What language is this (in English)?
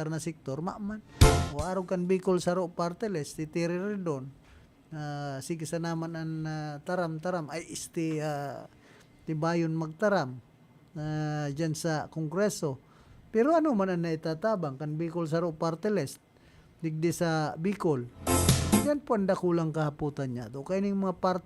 Bikol